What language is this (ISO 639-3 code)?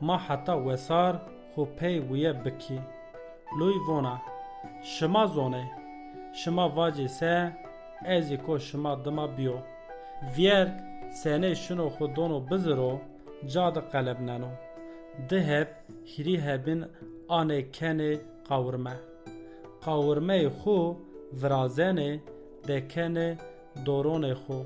zza